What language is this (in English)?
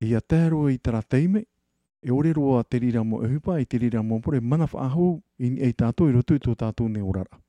Tahitian